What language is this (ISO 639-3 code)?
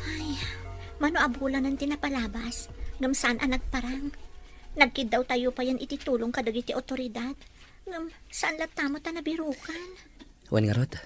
ilo